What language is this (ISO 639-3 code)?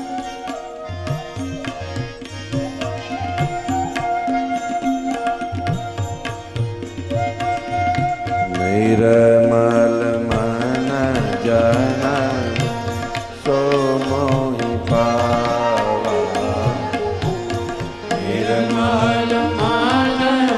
guj